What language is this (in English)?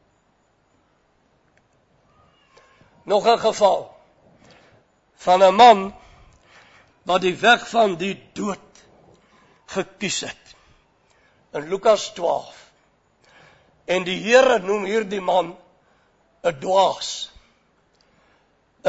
Afrikaans